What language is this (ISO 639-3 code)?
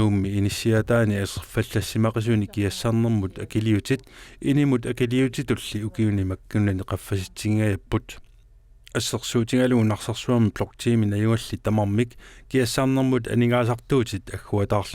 kal